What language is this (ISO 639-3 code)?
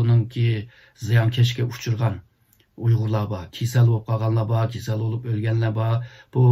uig